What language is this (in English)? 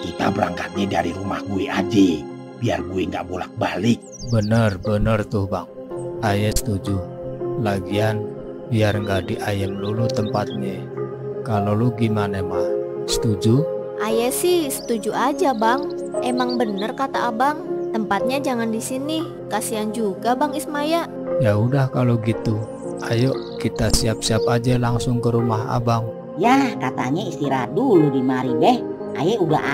Betawi